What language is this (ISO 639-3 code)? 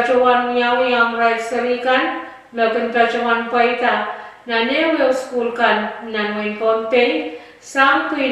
pon